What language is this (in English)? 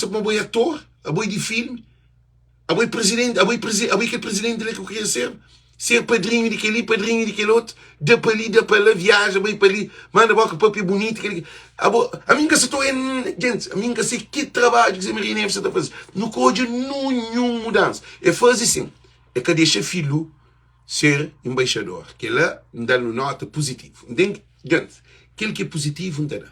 Kabuverdianu